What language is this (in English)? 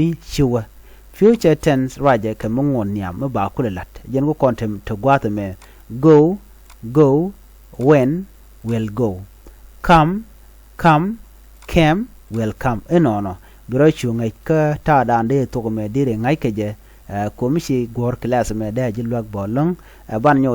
Nuer